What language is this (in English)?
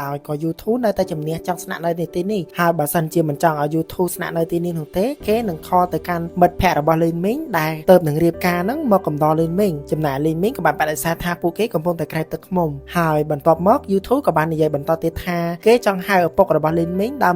Khmer